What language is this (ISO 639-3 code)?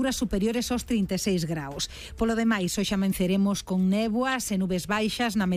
glg